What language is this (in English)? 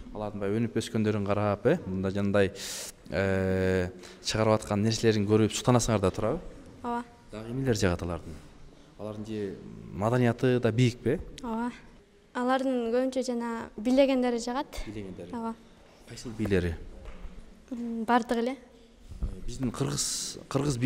Kyrgyz